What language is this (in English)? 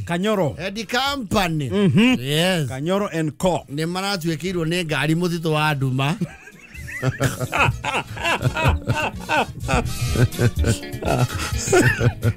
Kikuyu